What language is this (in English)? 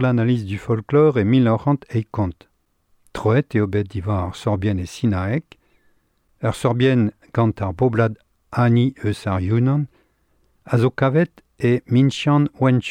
Breton